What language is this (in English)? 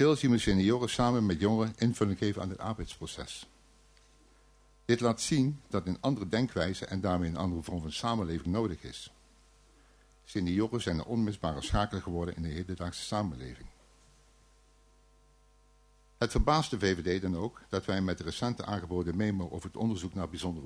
Dutch